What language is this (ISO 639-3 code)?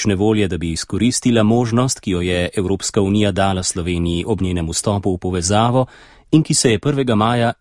slv